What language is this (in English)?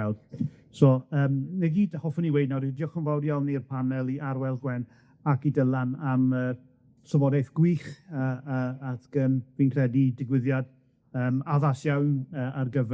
Welsh